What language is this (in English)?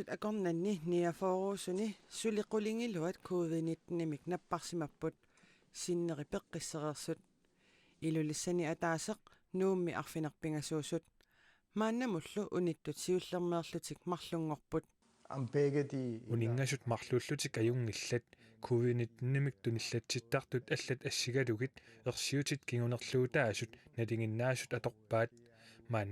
Kalaallisut